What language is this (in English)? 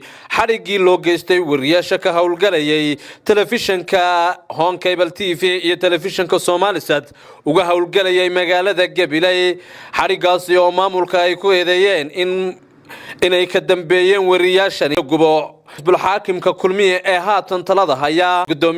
Somali